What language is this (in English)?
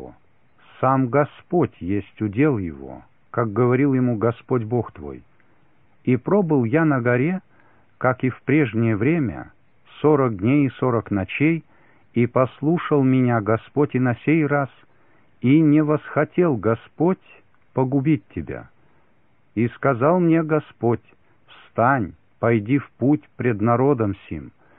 Russian